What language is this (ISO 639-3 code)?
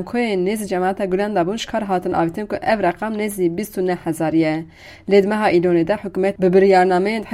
kur